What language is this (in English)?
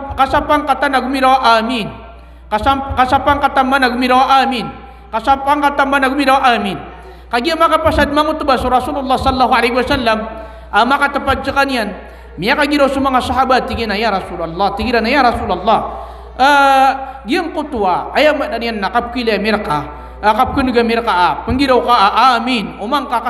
Maranao